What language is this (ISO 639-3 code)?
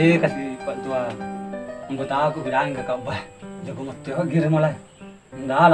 bug